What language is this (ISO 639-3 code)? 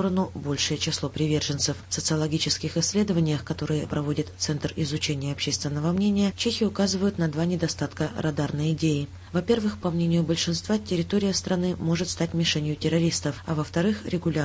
rus